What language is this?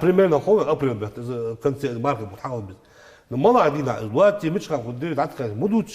Ingush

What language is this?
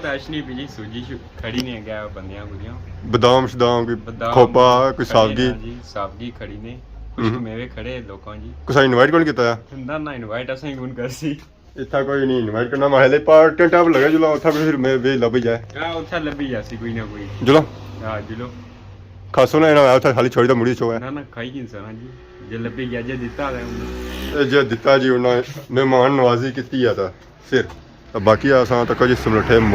Pahari-Potwari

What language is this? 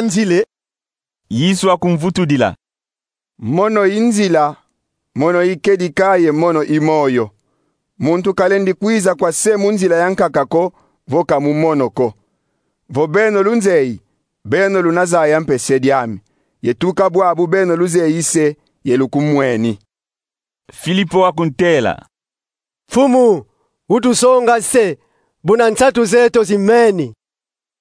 Kongo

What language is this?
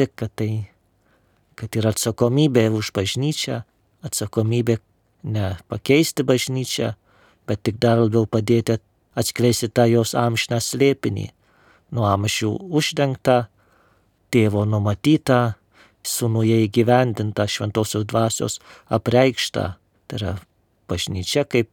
Lithuanian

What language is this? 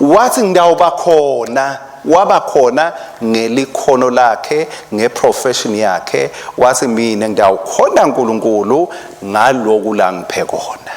Swati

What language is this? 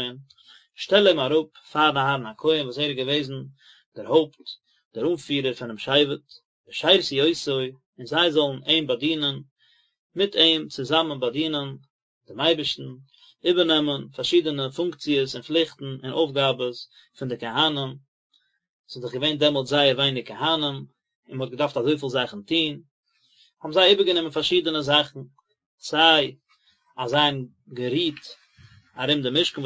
Yiddish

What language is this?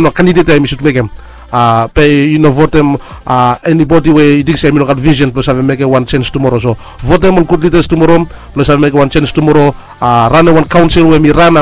Bislama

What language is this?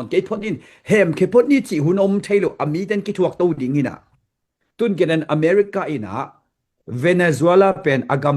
Tedim Chin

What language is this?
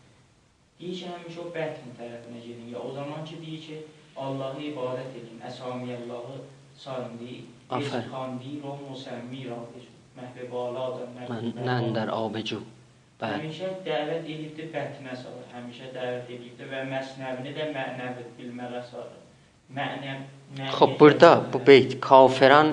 South Azerbaijani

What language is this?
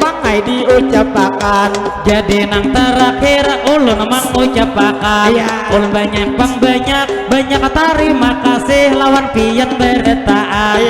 Banjar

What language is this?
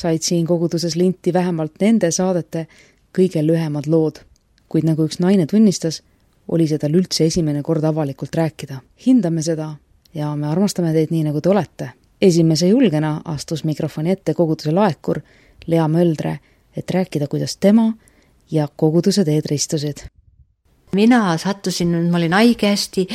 Estonian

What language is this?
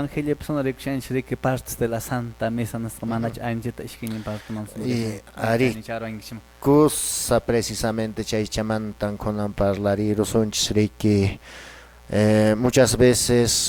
Quechua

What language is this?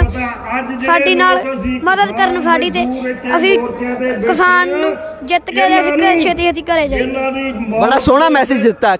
Punjabi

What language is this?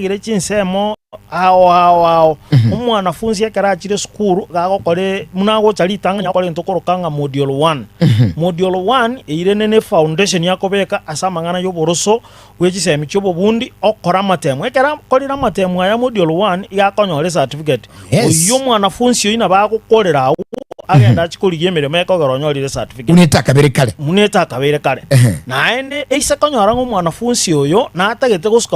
Gusii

